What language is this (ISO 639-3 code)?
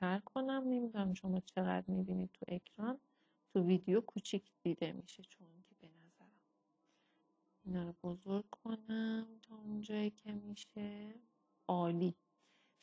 fas